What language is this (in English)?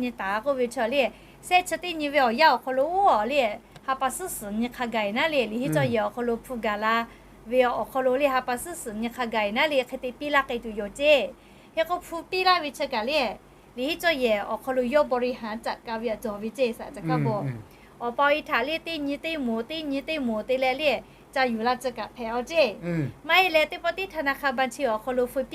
Lahu